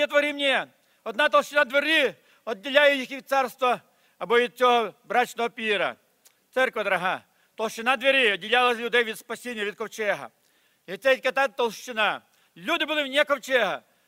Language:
Ukrainian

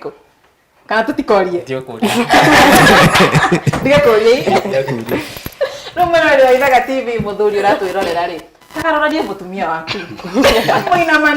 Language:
Kikuyu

